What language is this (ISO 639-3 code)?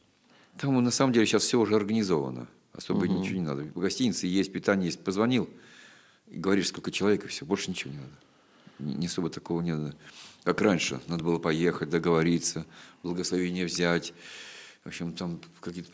rus